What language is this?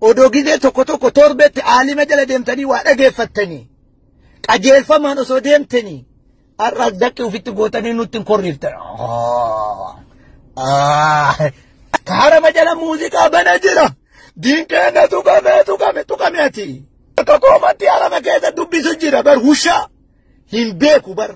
Oromo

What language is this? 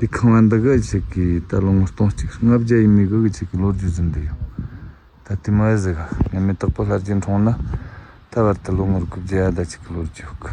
Tibetan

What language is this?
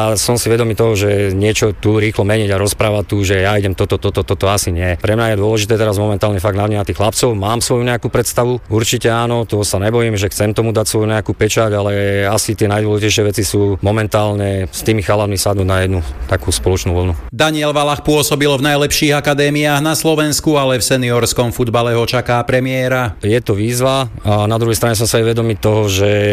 Slovak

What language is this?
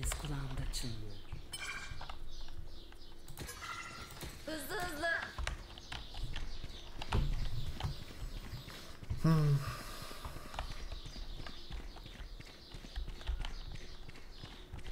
Turkish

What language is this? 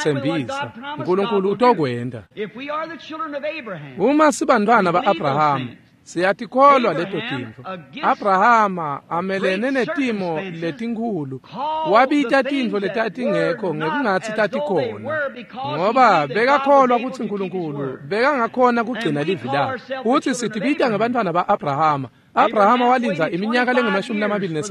Swati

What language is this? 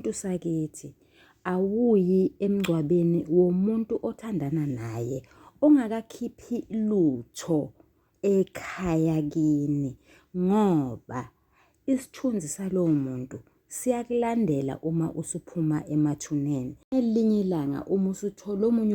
Zulu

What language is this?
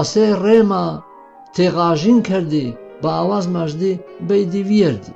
Gurani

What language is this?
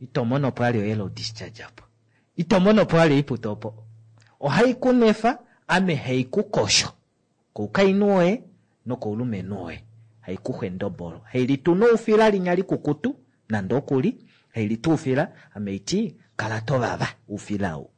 Kuanyama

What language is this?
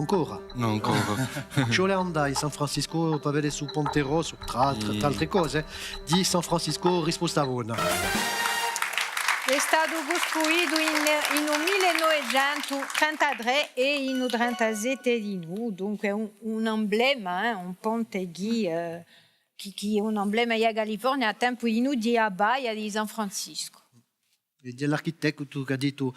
Corsican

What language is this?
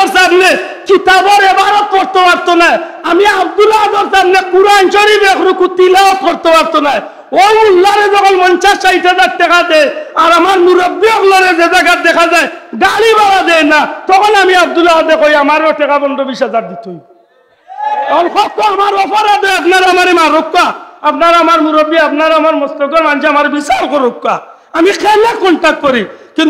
Sylheti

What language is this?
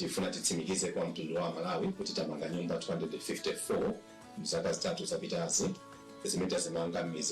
Nyanja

